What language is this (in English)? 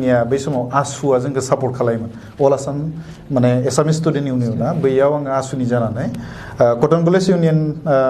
Bodo